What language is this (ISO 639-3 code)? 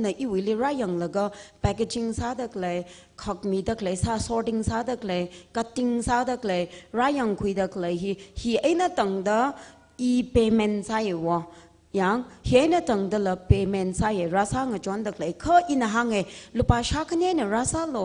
nmf